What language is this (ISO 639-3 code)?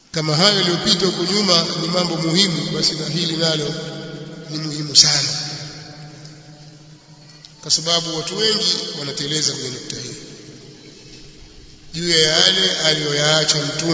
swa